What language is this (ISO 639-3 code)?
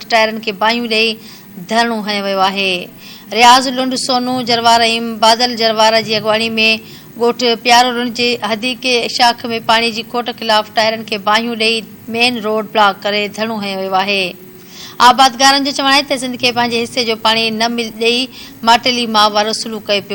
snd